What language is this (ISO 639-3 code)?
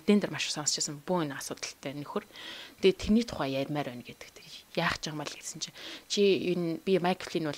mon